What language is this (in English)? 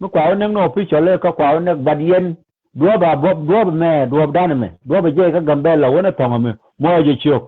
Nuer